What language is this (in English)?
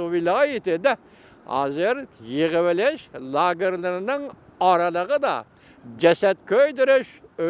Uyghur